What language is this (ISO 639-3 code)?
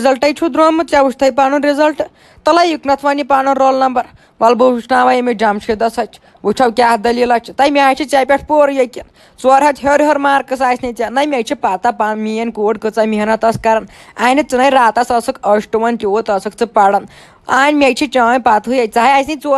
kas